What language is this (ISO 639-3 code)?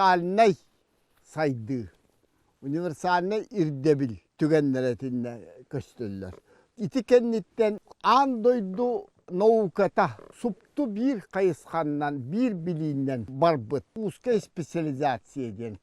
sah